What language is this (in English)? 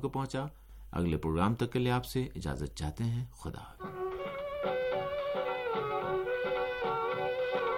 Urdu